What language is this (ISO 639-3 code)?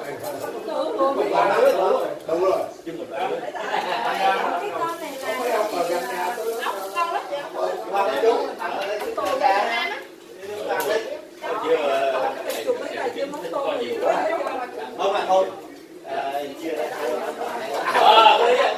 vie